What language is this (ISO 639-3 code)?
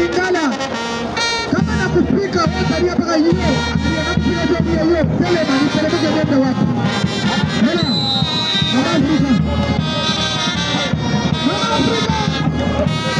swa